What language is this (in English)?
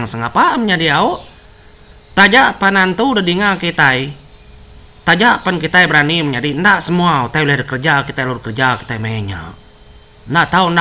Iban